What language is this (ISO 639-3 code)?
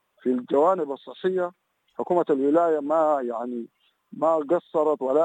apd